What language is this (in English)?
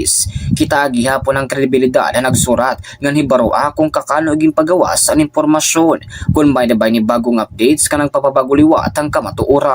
Waray